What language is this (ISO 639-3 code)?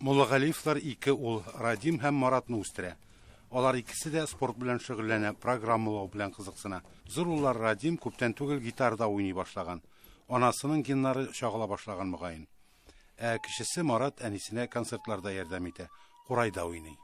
tat